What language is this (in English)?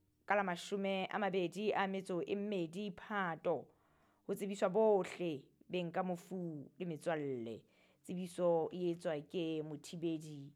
Southern Sotho